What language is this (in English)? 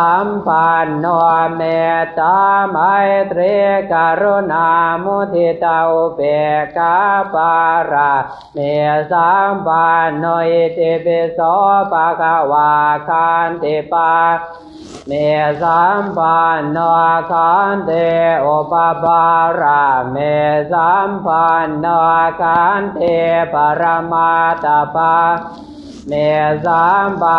Pali